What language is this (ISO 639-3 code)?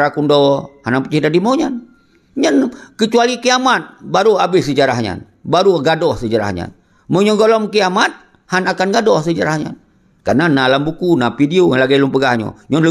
ace